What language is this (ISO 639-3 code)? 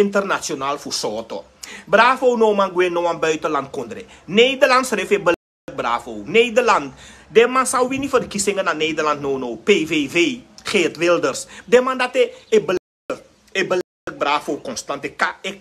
srn